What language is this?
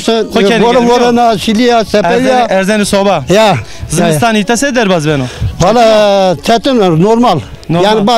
Zaza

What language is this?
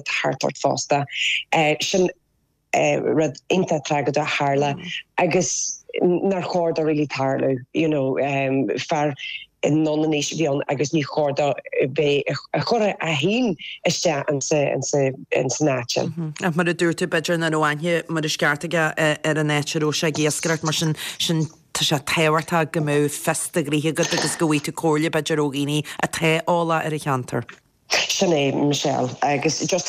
Irish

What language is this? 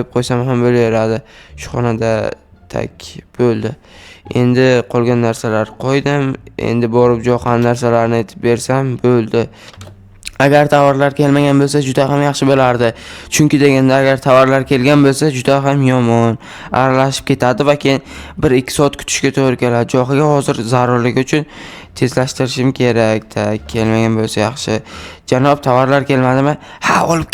Uzbek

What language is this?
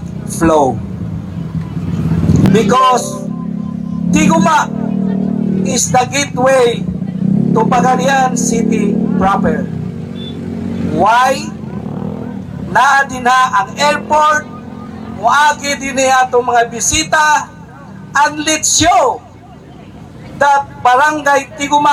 Cebuano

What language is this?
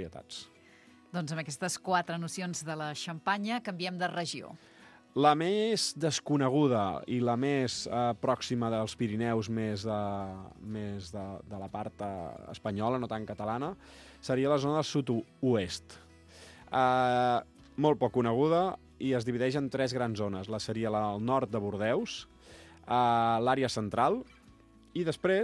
Catalan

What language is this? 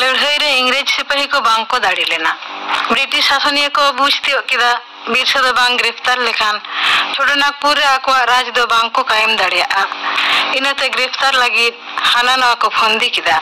Santali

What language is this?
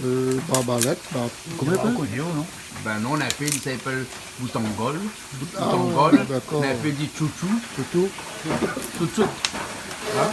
Réunion Creole French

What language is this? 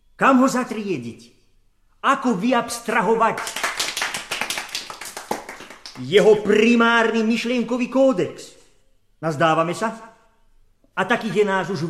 Slovak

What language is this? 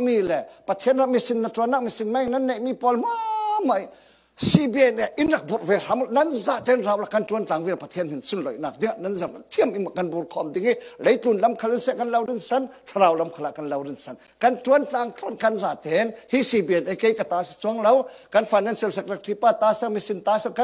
Falam Chin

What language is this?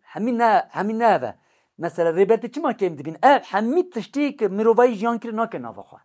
Kurdish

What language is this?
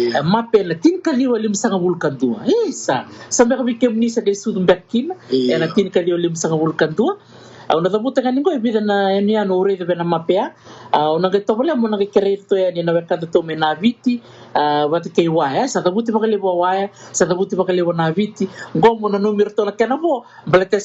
Fijian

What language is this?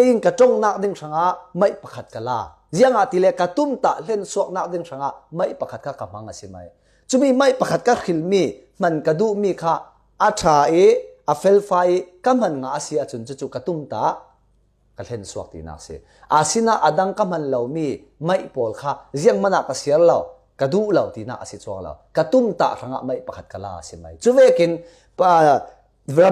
Falam Chin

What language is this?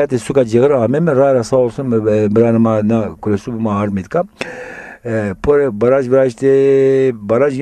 Zaza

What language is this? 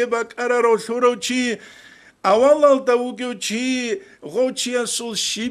Avaric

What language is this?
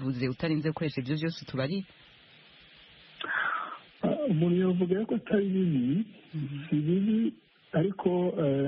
Kinyarwanda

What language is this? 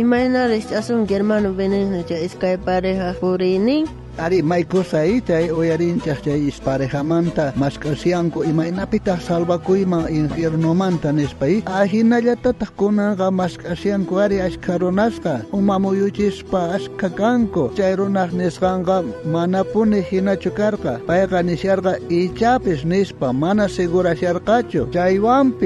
South Bolivian Quechua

